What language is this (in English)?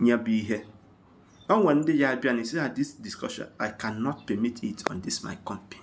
Igbo